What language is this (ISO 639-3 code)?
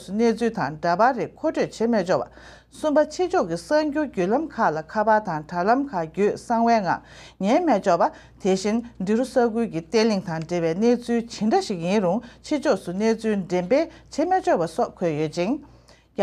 bod